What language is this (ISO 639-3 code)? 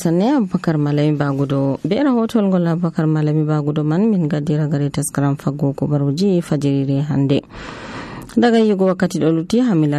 fuv